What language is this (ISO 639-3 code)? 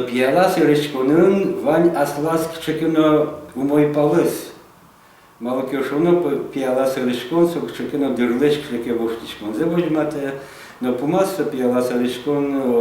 udm